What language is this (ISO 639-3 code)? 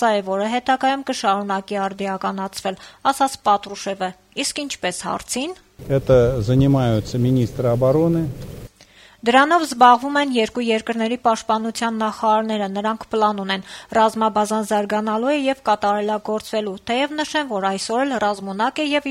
hye